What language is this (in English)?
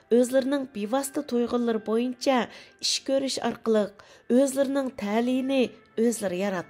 Uyghur